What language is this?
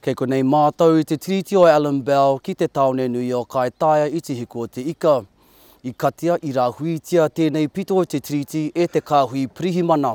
Māori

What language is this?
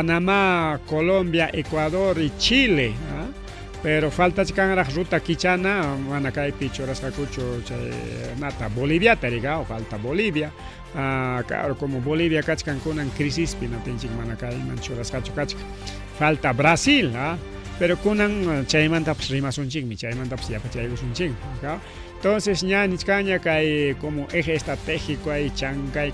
Ayacucho Quechua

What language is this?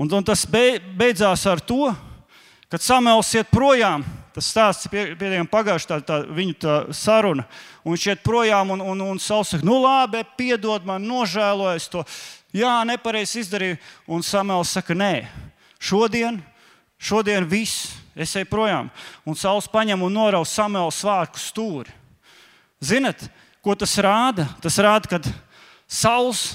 Latvian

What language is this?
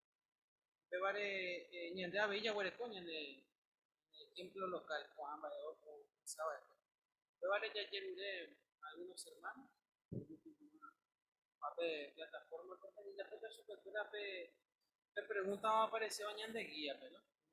Guarani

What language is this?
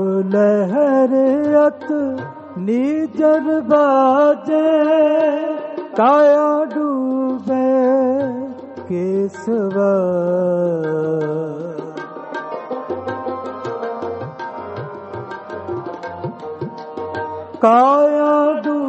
Punjabi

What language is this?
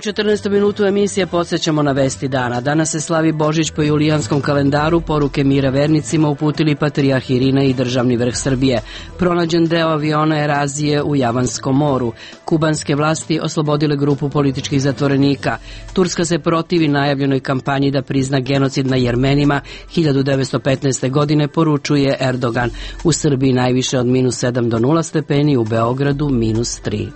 Serbian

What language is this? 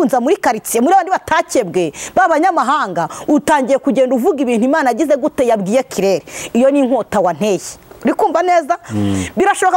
Kinyarwanda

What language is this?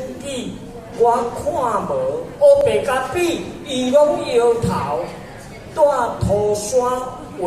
Min Nan Chinese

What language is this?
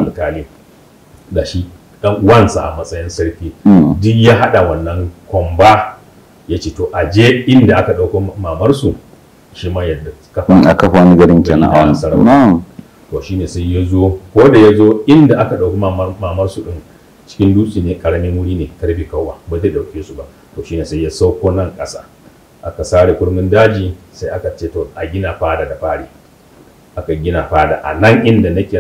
Hausa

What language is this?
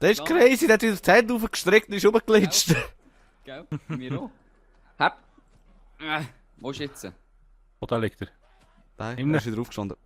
Swiss German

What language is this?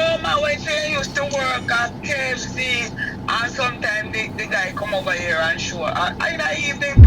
Jamaican Creole English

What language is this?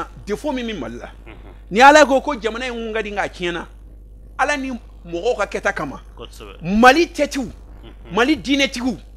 Bambara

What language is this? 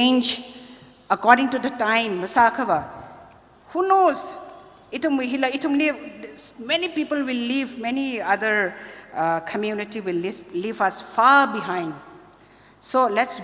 Tangkhul Naga (India)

